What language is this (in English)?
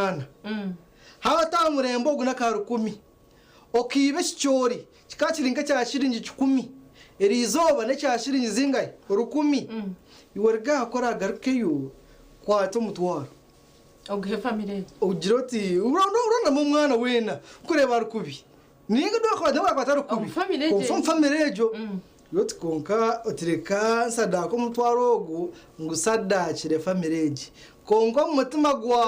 Nyankole